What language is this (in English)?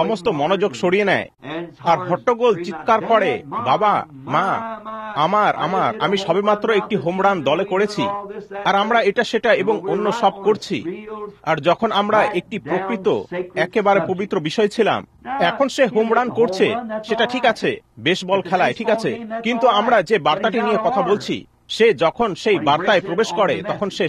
Bangla